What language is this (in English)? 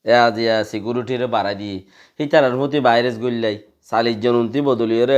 Rohingya